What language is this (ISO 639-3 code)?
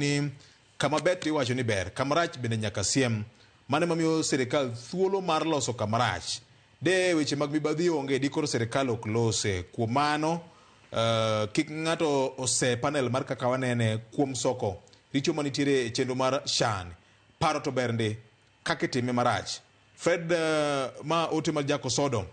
luo